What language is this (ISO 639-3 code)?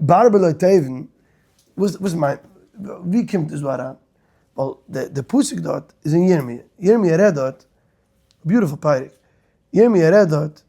yid